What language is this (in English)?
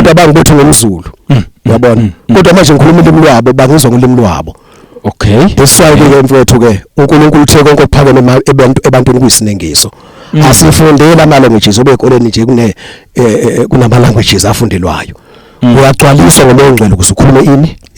Zulu